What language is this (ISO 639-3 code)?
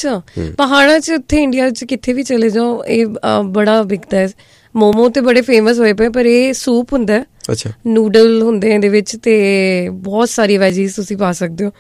pan